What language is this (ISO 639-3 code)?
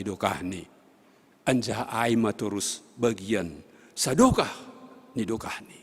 bts